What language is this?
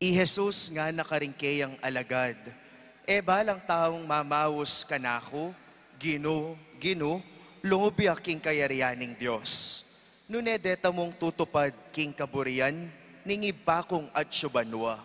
Pampanga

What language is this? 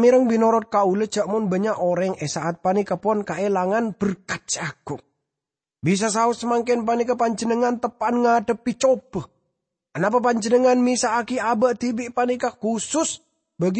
Madurese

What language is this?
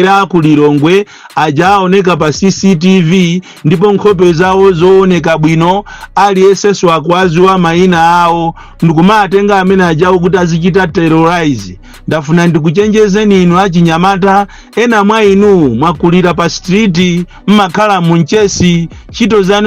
Nyanja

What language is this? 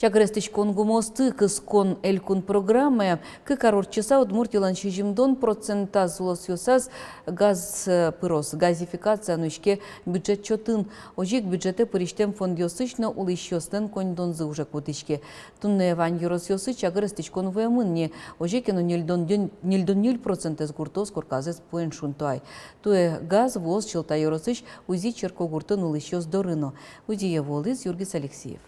Udmurt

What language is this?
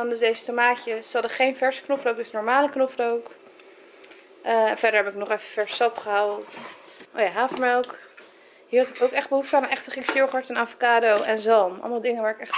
Dutch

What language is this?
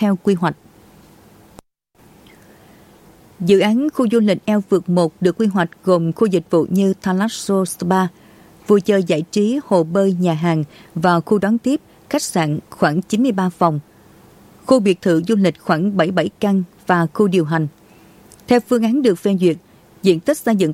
Vietnamese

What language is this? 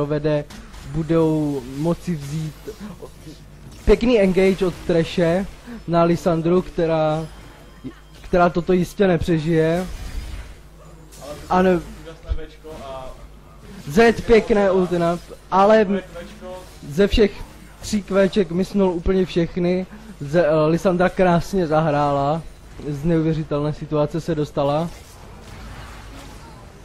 Czech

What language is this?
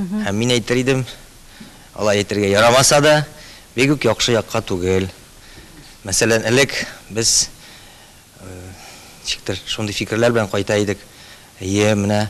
Tatar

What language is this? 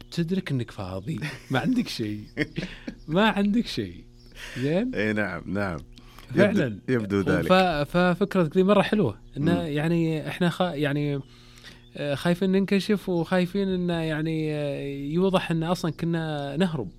Najdi Arabic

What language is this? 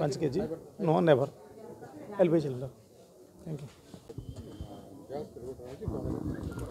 Odia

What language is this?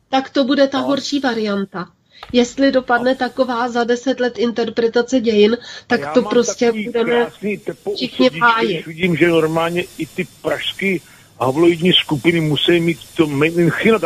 Czech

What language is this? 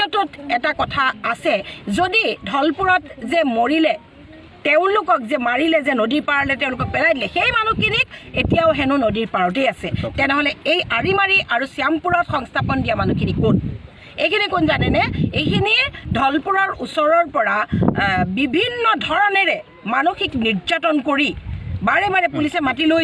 Assamese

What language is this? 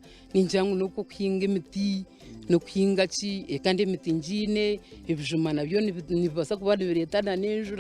Nyankole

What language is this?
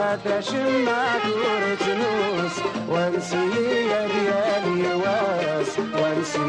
Kabyle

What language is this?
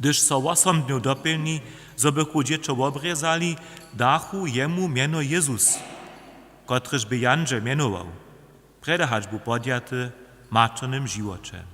Upper Sorbian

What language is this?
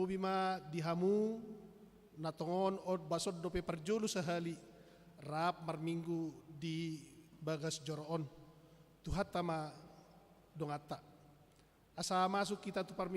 Batak Toba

